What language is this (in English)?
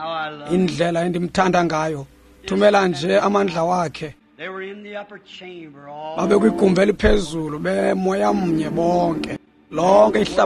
Xhosa